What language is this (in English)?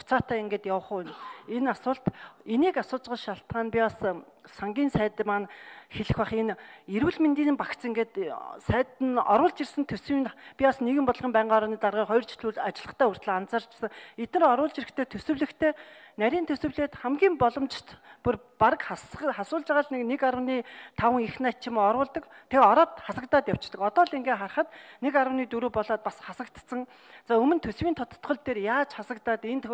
Mongolian